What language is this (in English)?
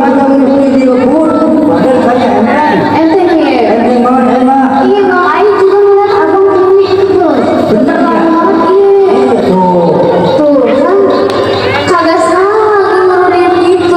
Betawi